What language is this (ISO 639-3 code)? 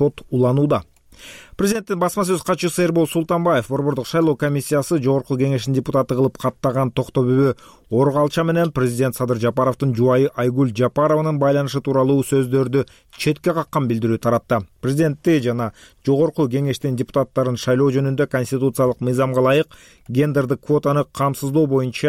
kir